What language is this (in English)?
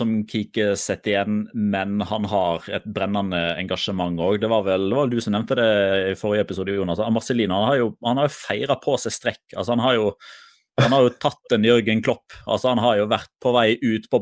Norwegian